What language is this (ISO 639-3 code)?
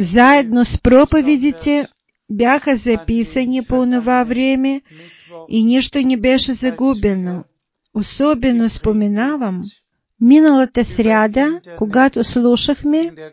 bul